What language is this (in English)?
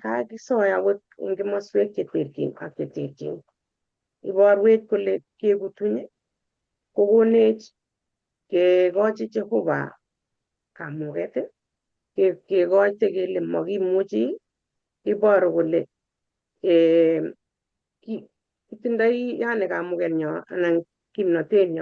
Kalenjin